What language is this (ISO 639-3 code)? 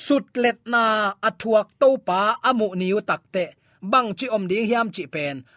ctd